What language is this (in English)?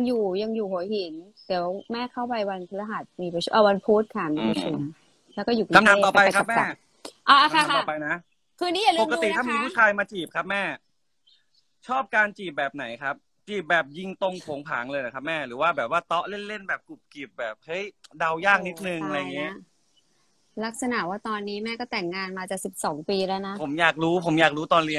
Thai